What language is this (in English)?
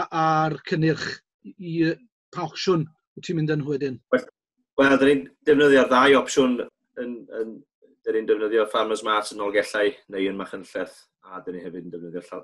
Welsh